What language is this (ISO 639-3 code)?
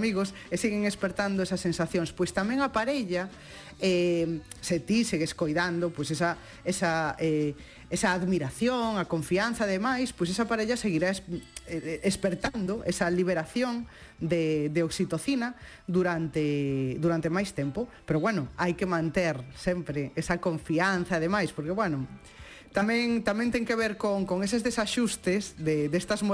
glg